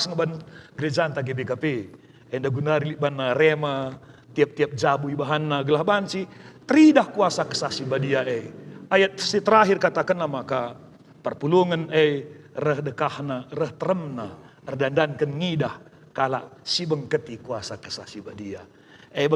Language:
Batak Karo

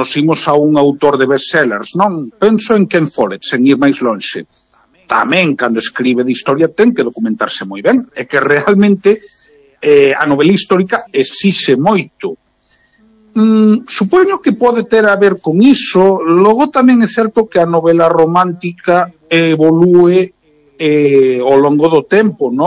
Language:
Galician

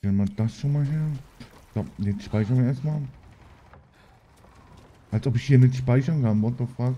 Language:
German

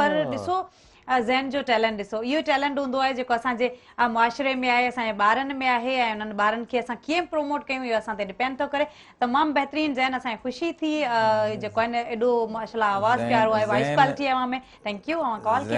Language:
Sindhi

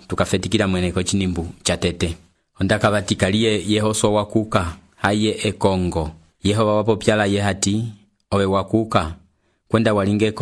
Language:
Umbundu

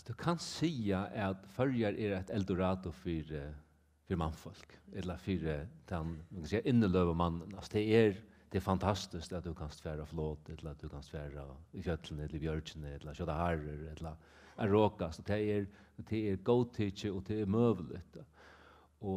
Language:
Faroese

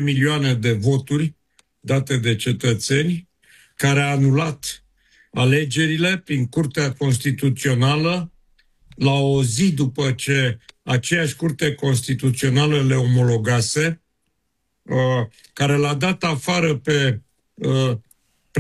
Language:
Romanian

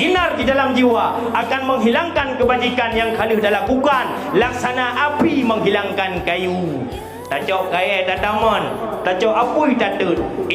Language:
Achinese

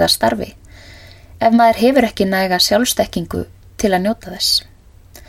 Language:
Icelandic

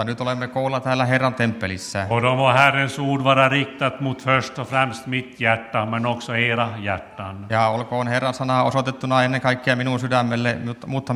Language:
Finnish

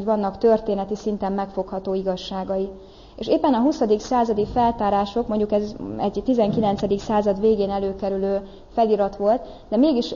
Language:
Hungarian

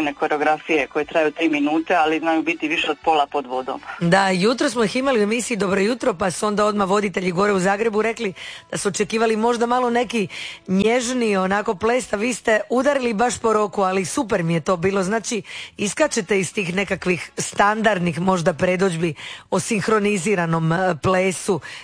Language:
Croatian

